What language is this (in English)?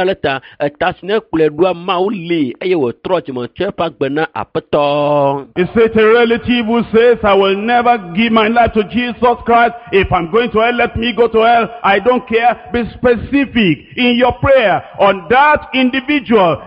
Ewe